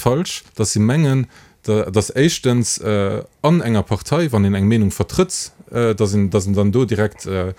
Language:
Luxembourgish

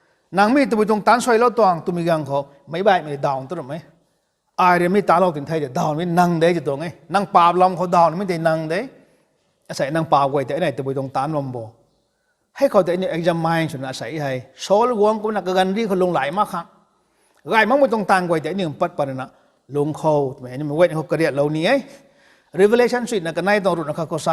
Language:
Rongmei Naga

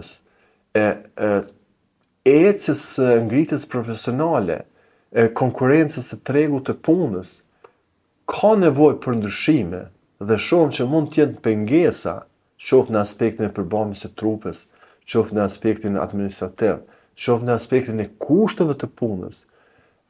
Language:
Albanian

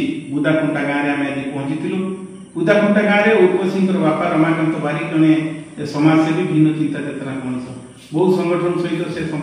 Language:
Odia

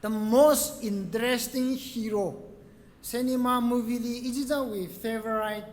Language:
Tangkhul Naga (India)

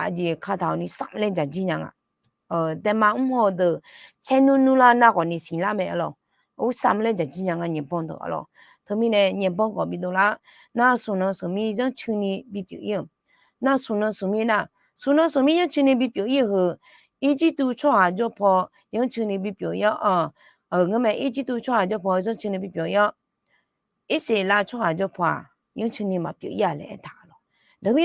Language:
Akha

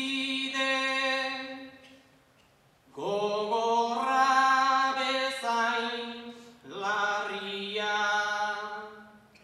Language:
Basque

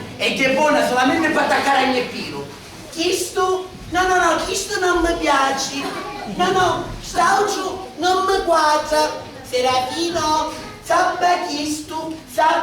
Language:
Sicilian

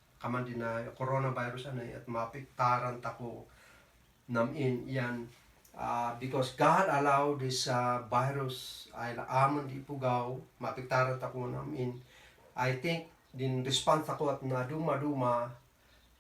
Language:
Kankanaey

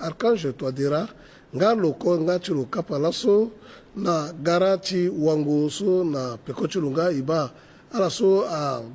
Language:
Sango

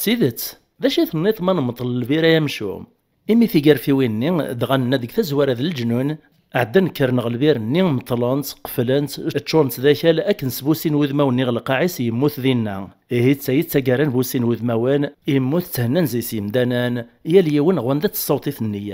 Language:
Kabyle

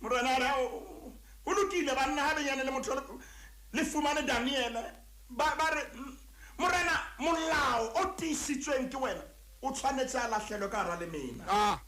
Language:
Southern Sotho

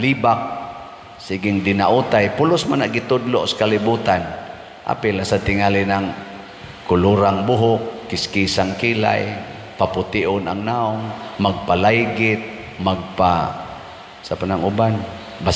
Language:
Cebuano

